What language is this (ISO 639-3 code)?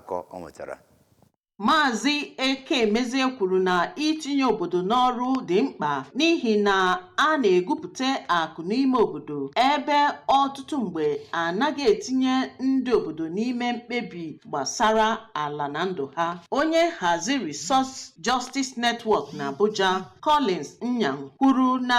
ibo